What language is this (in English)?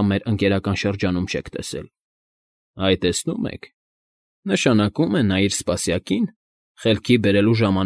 Armenian